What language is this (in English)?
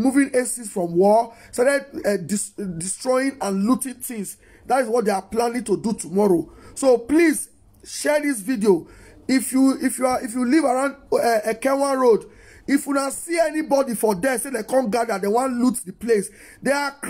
Nigerian Pidgin